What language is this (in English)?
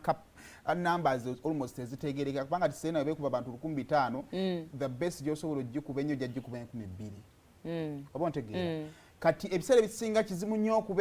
Ganda